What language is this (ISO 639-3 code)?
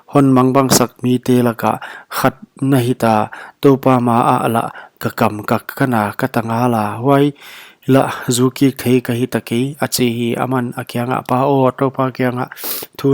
pck